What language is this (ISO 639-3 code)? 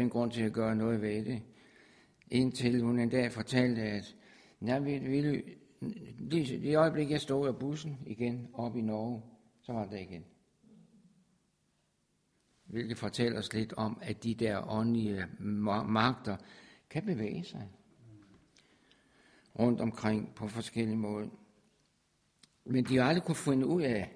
dan